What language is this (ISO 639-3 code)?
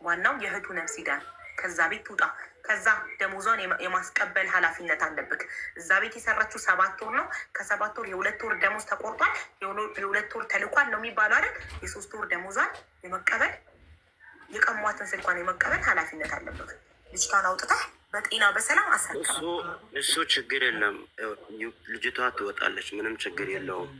amh